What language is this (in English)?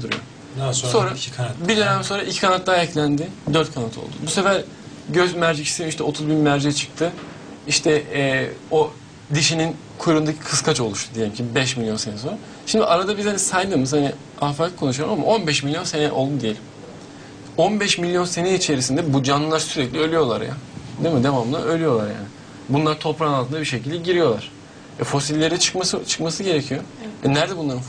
Turkish